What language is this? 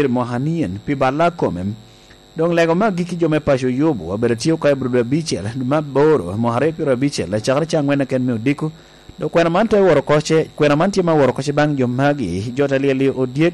Lango (Uganda)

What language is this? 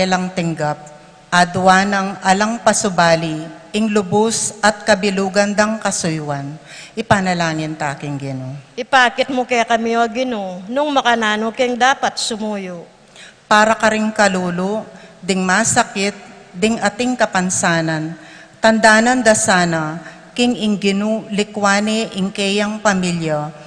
Pampanga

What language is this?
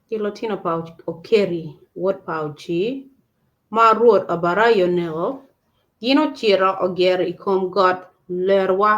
Acoli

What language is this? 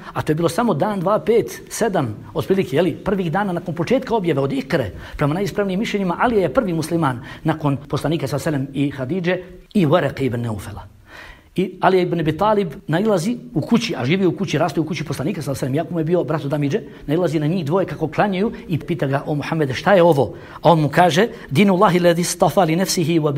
Bosnian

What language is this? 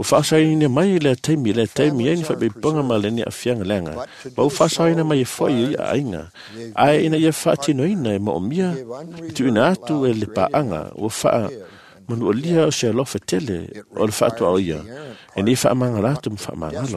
Samoan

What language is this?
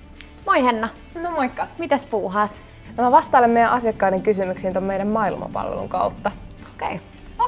Finnish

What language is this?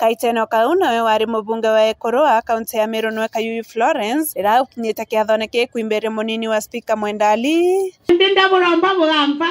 Meru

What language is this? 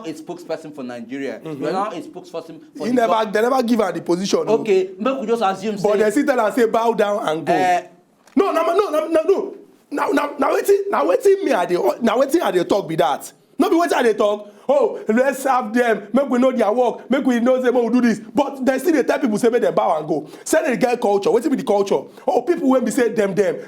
Nigerian Pidgin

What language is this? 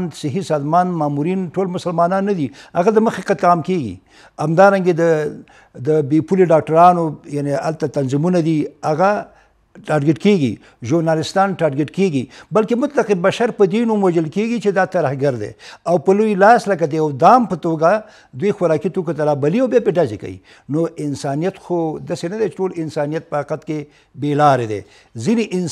Pashto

